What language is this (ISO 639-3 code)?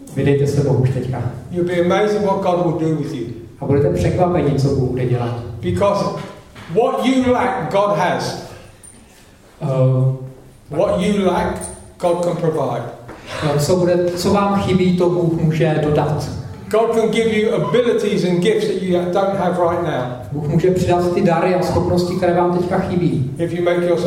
ces